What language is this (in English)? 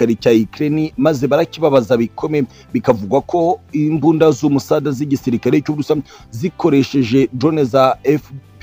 Kinyarwanda